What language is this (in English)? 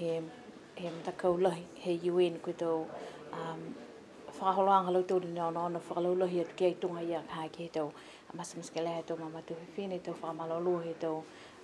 Niuean